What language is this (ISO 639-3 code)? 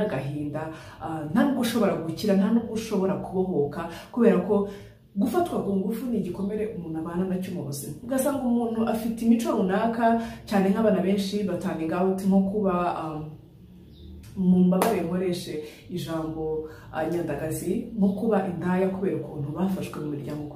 kin